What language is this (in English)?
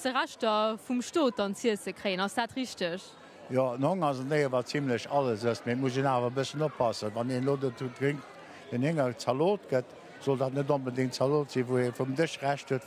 Luxembourgish